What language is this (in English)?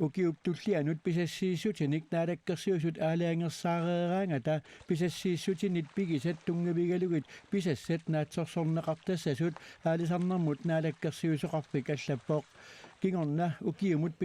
Kalaallisut